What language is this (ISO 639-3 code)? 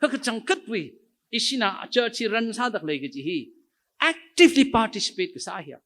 nmf